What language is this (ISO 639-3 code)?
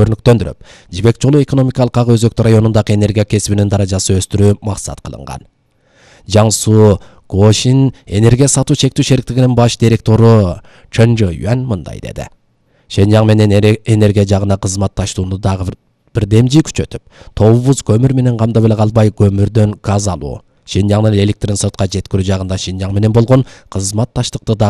kir